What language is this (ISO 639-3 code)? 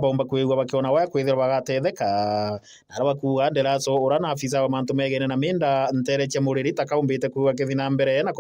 mer